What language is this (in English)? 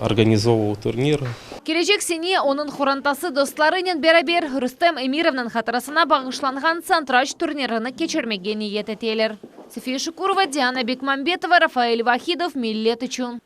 Crimean Tatar